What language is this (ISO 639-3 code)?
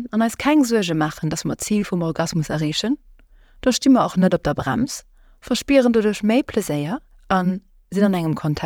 ltz